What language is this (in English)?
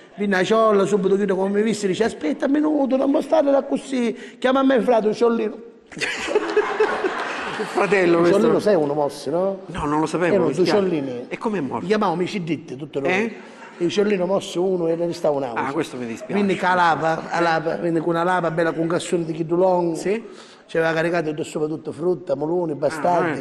Sicilian